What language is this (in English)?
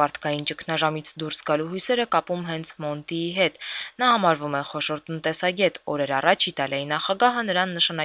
Armenian